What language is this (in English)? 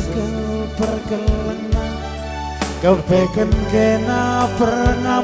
Batak Karo